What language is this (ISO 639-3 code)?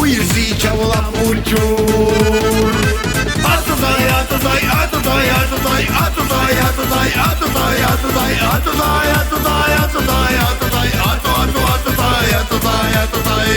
tab